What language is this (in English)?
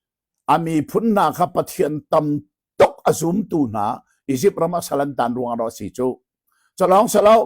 Hakha Chin